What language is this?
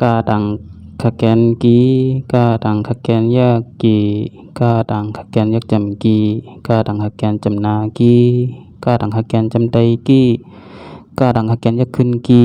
Shan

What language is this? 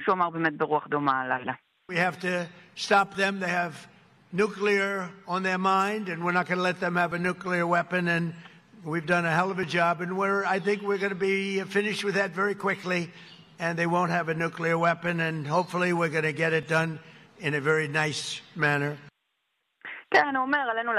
Hebrew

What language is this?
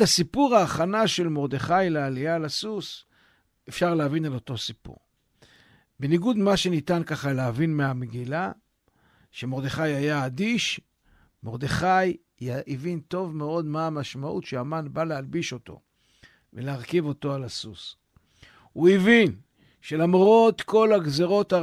Hebrew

